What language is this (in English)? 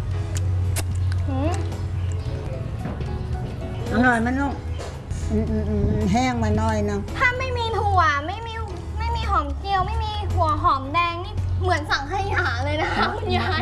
Thai